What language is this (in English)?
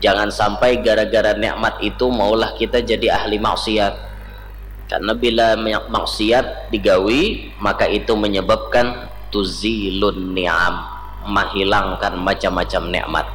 Banjar